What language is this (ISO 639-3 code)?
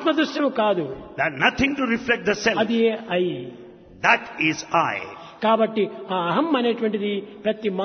tel